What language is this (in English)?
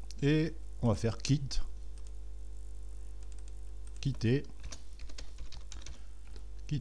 French